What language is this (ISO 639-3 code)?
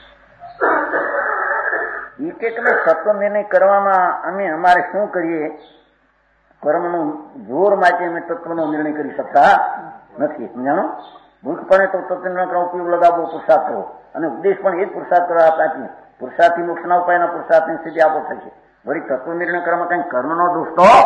guj